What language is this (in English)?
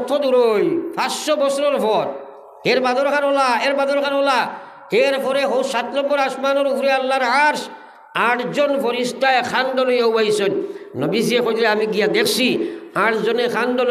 Sylheti